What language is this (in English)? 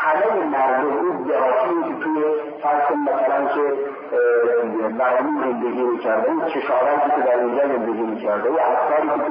Persian